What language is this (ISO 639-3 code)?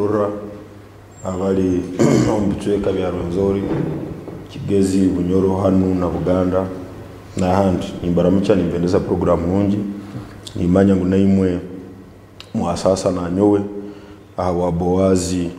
nyn